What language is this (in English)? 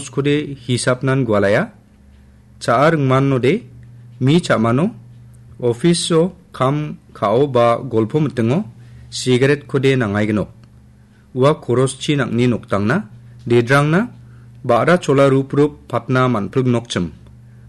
Garo